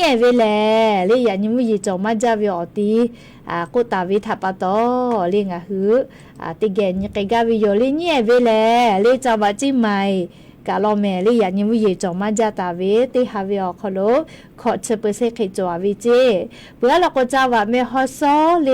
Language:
Lahu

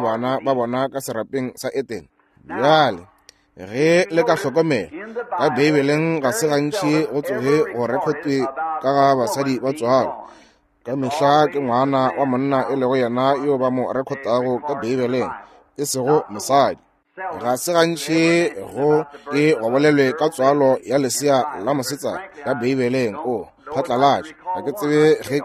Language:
Northern Sotho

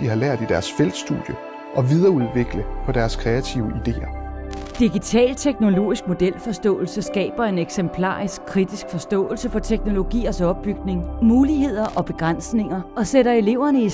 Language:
Danish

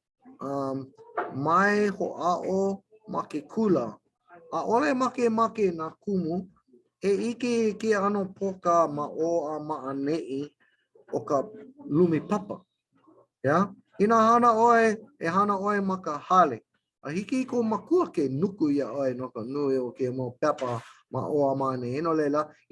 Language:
Hawaiian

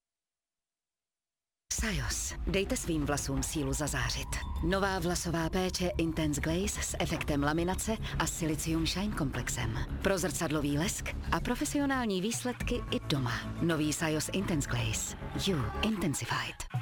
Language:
Czech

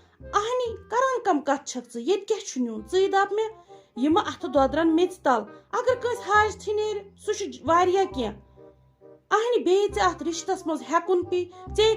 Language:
Kashmiri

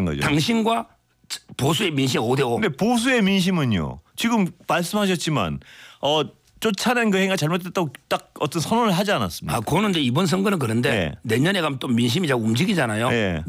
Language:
Korean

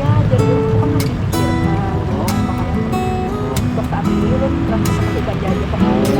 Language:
Banjar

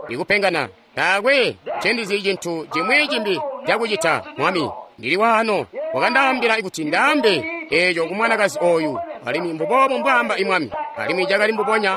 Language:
Tonga (Zambia)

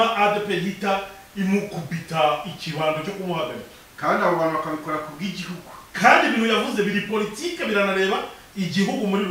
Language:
Kinyarwanda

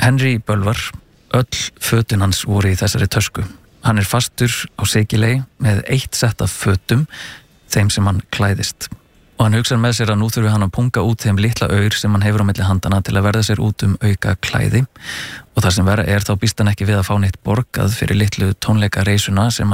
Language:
Icelandic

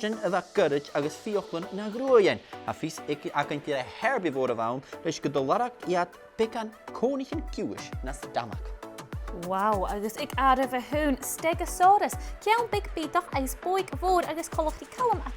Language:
Scottish Gaelic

